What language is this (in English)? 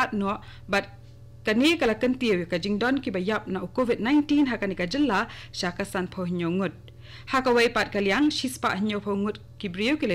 Khasi